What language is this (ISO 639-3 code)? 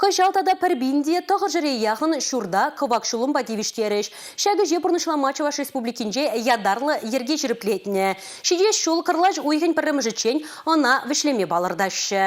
chv